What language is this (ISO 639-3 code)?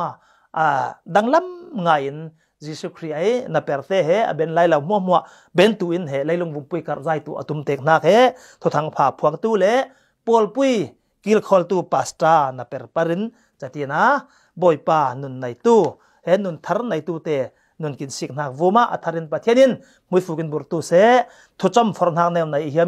cfm